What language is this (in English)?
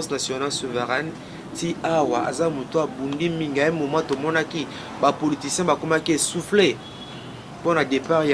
Lingala